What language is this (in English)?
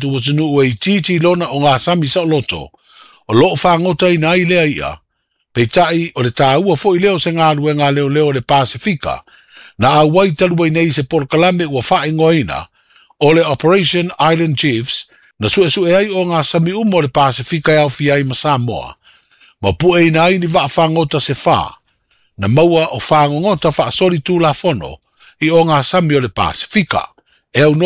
Samoan